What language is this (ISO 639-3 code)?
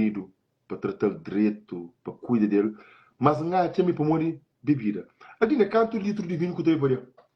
kea